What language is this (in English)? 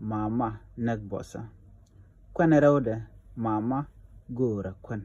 Nuer